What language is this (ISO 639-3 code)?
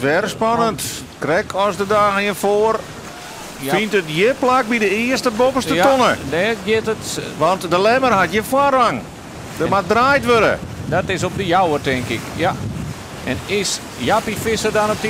fry